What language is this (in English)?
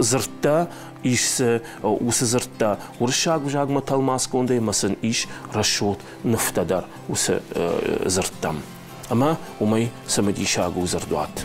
Ossetic